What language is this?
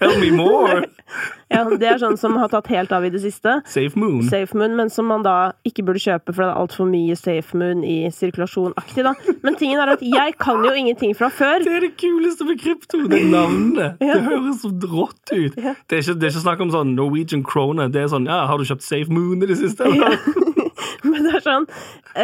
Norwegian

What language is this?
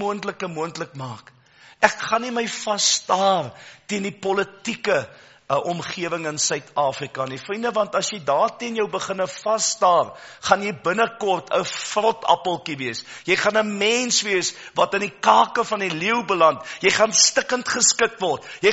Afrikaans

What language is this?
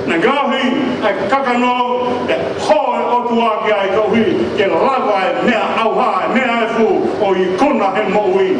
Tongan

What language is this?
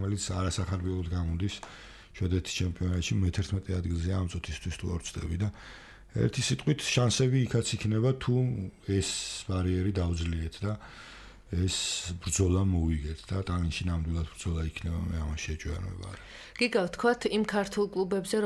Georgian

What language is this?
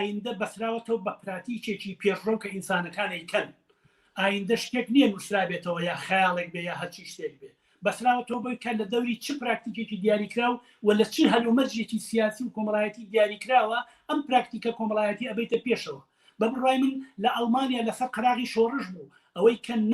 Central Kurdish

